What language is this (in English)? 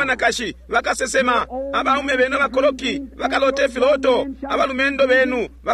Bemba